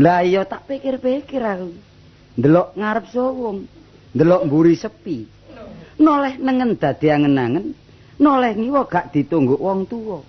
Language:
Javanese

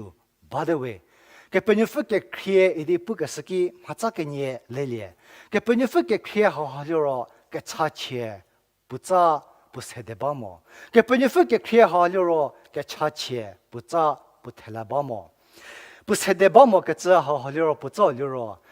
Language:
Angami Naga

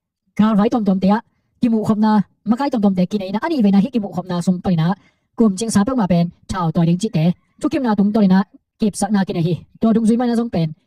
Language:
Tedim Chin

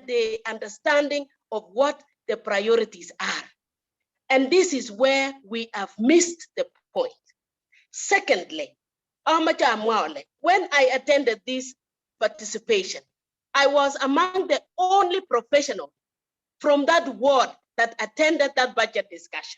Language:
Kalenjin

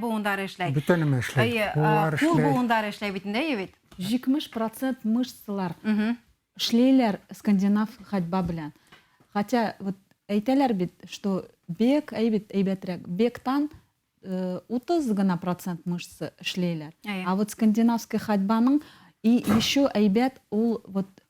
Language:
Bashkir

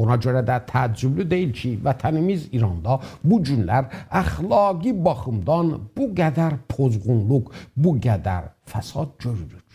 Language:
South Azerbaijani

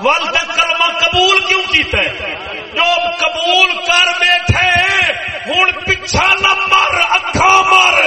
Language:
Saraiki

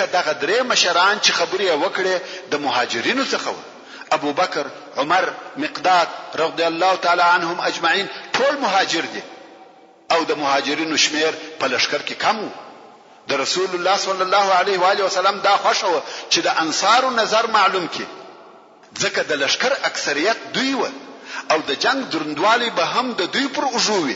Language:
Pashto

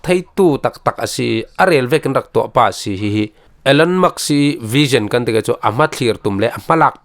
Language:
Falam Chin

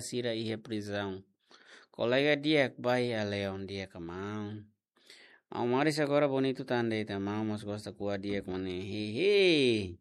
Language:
Tetum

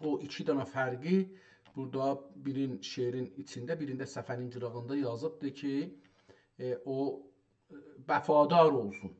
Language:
South Azerbaijani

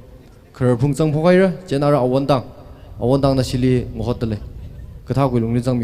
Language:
Tangkhul Naga (India)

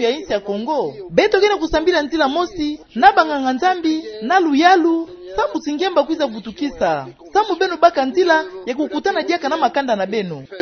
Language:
Kituba (Democratic Republic of Congo)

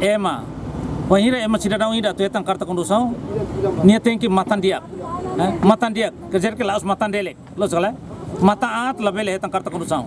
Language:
Tetum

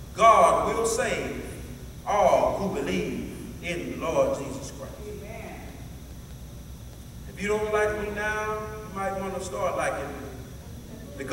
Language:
English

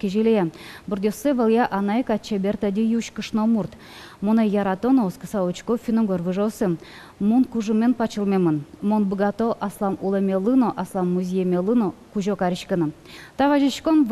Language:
Udmurt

